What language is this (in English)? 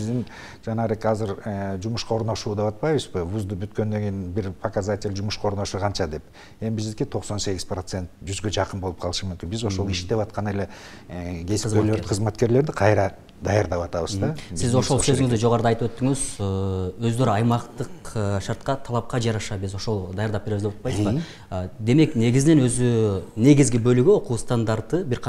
Kyrgyz